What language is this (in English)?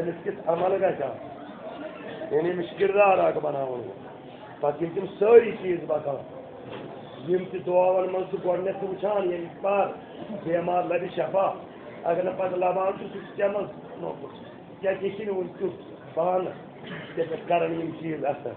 Kashmiri